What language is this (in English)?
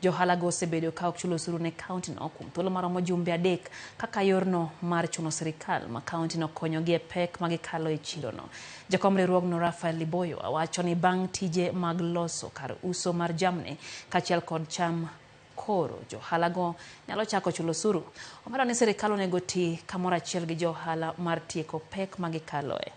Luo (Kenya and Tanzania)